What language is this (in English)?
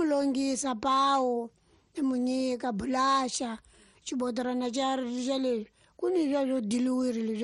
Tsonga